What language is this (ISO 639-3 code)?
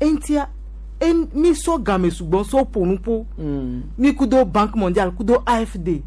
gej